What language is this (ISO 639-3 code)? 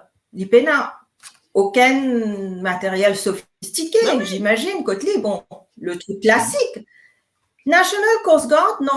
mfe